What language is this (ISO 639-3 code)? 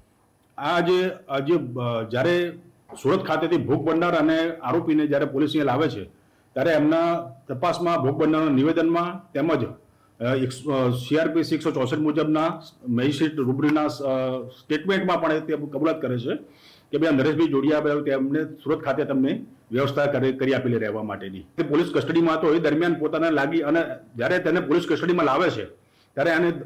guj